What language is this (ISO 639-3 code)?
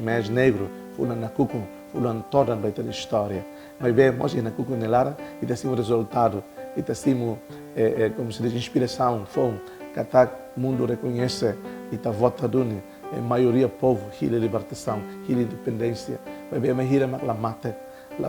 tet